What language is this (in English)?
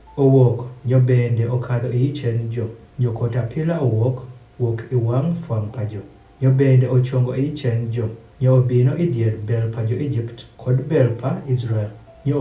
Adhola